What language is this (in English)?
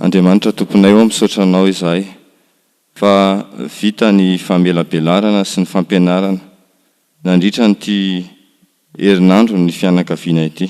Malagasy